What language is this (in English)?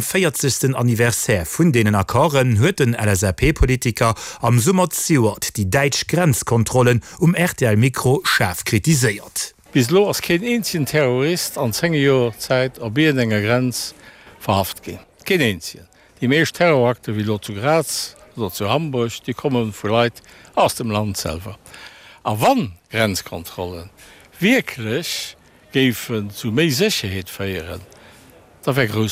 Luxembourgish